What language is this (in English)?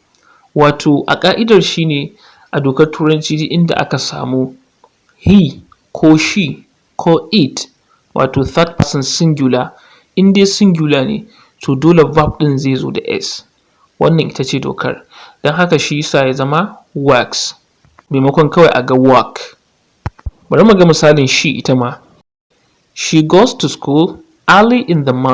Hausa